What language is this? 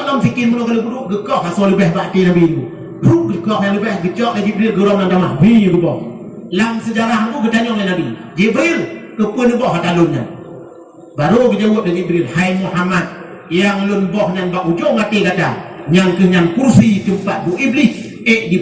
Achinese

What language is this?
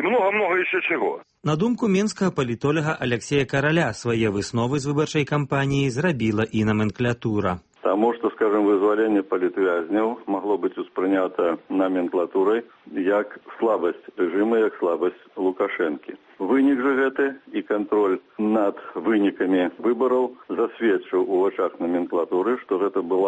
Belarusian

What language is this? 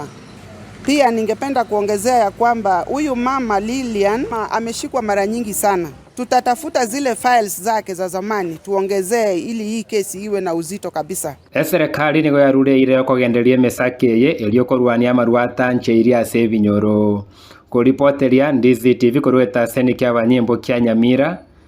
Gusii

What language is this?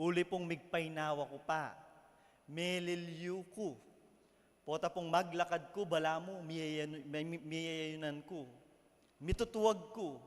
Pampanga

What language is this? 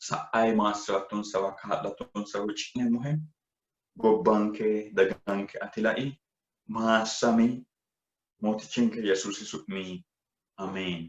Sidamo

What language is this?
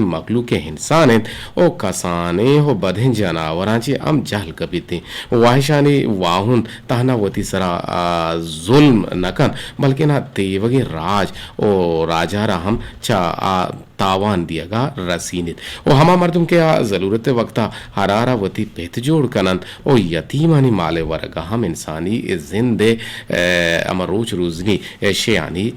Eastern Balochi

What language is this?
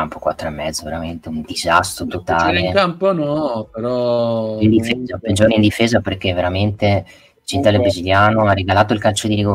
Italian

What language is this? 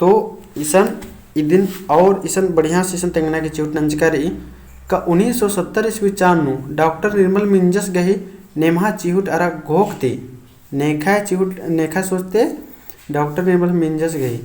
Kurukh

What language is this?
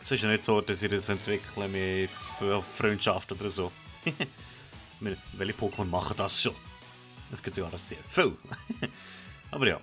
Swiss German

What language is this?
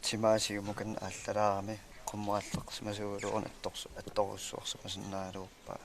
Kalaallisut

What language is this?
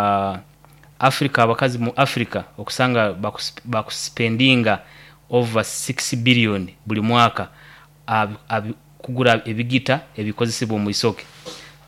Nyoro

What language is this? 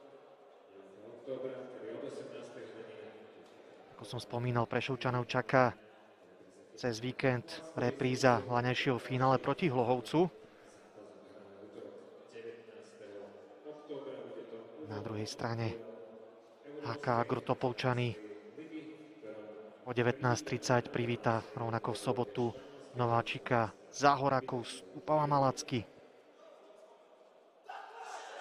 Slovak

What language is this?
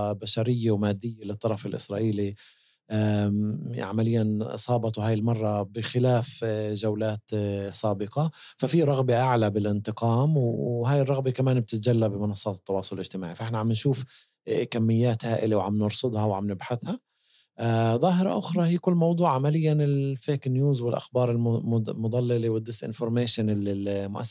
North Levantine Arabic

